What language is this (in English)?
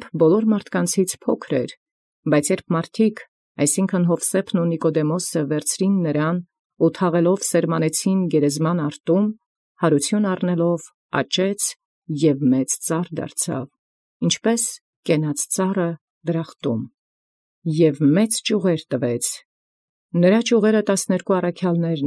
Armenian